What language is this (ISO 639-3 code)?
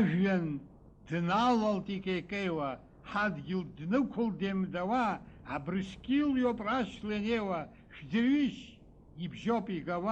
abk